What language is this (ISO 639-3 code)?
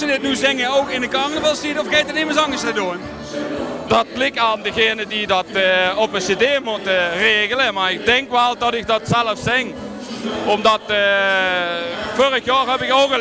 lim